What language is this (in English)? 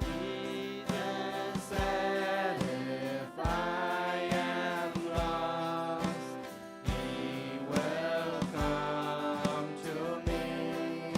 Plautdietsch